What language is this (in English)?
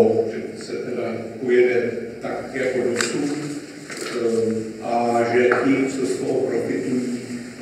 Czech